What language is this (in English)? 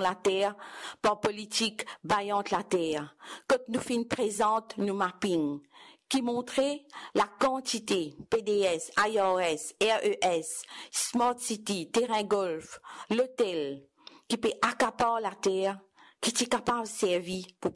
Morisyen